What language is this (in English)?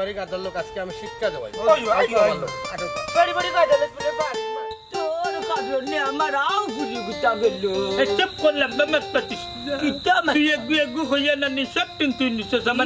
Sylheti